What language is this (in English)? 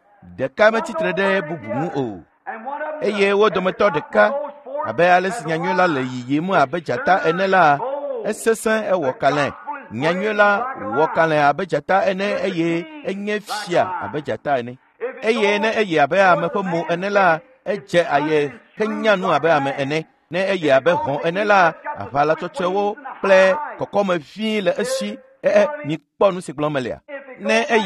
Ewe